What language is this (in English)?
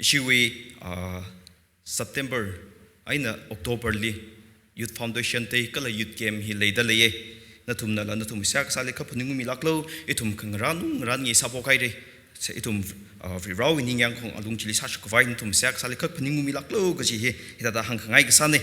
Tangkhul Naga (India)